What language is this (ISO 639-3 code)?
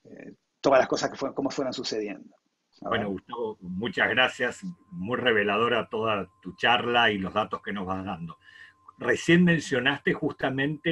spa